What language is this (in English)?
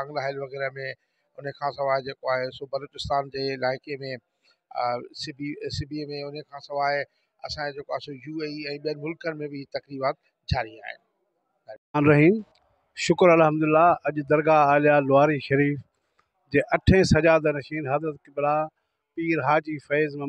Sindhi